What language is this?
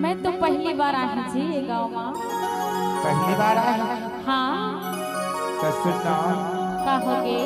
Chhattisgarhi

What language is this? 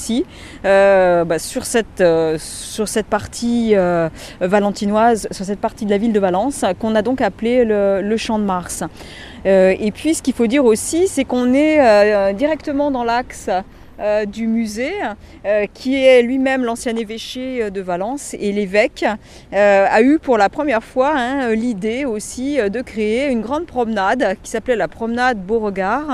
French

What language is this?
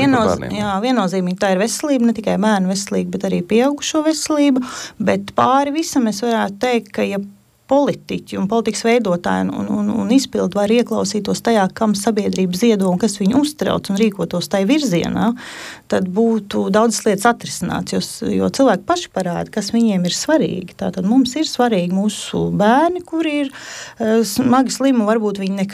Latvian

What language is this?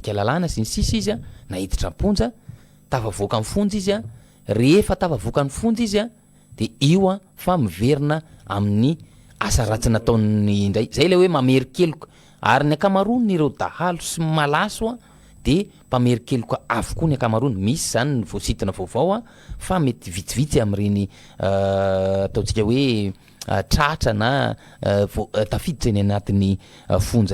Malagasy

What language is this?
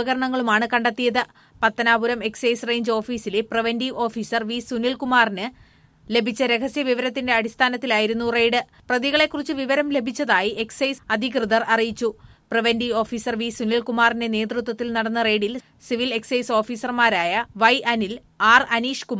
Malayalam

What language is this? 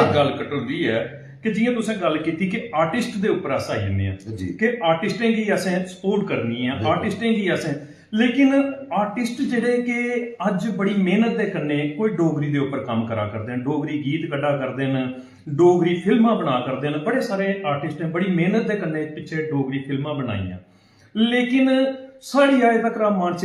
Dogri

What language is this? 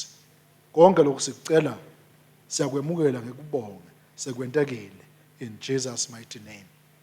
Swati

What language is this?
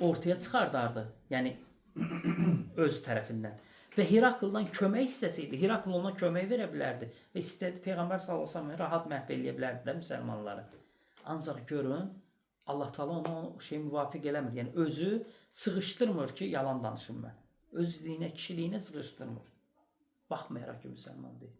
Azerbaijani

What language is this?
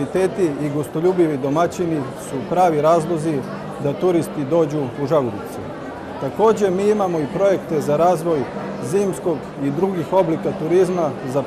Serbian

